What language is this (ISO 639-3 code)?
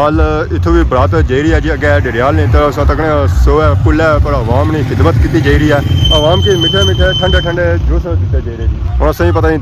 phr